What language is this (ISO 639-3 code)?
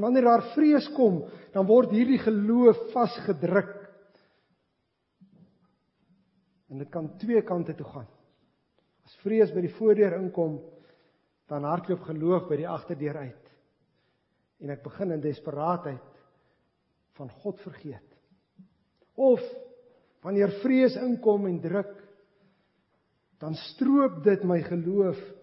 afr